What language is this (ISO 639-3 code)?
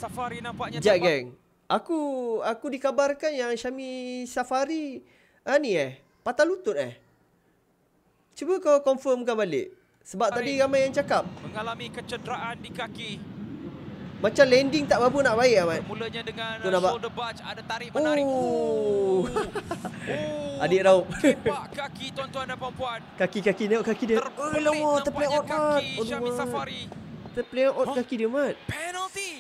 msa